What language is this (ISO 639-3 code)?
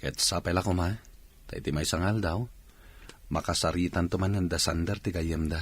ilo